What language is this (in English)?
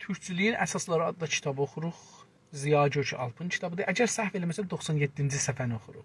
South Azerbaijani